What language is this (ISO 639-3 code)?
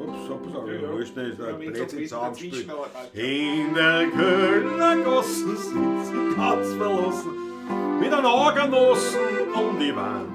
bar